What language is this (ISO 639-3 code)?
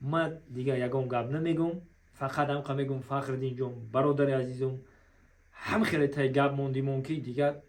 tgk